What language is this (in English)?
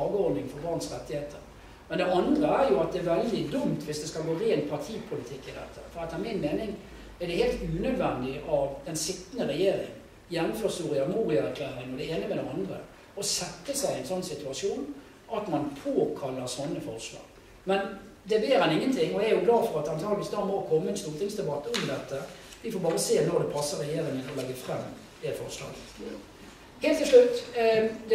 Norwegian